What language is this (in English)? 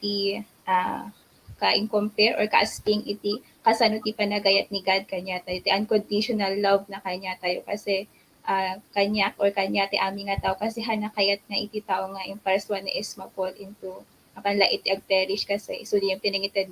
Iloko